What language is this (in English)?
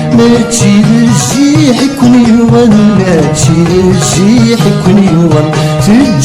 Kabyle